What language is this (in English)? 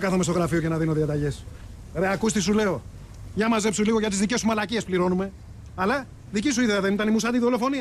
Greek